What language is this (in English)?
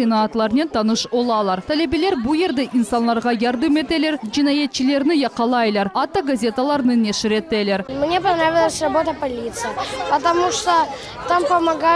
Crimean Tatar